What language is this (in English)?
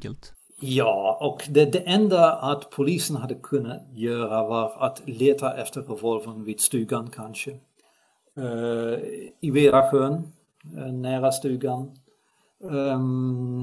Swedish